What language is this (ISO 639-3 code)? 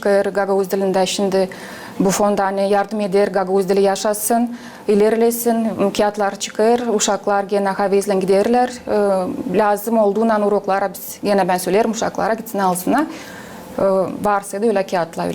gag